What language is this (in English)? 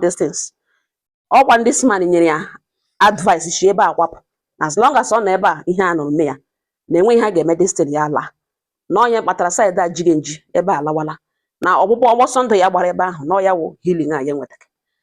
Igbo